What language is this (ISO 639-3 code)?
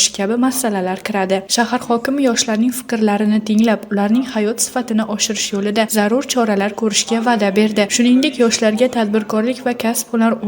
uzb